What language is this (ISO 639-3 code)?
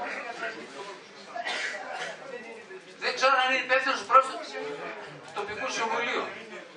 ell